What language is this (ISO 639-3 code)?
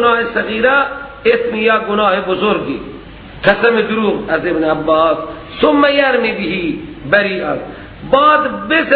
fas